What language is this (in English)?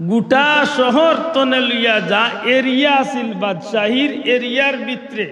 Sylheti